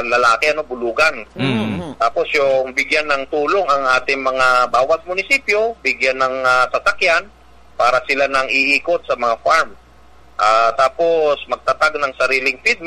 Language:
Filipino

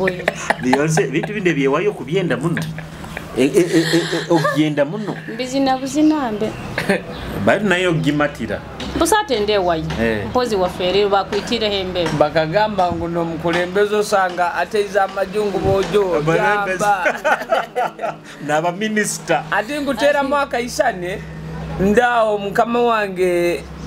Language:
Nyoro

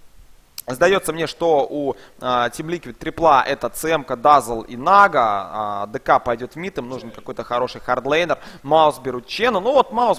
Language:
Russian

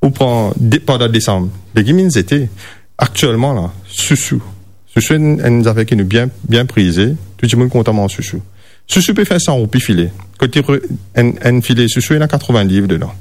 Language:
Morisyen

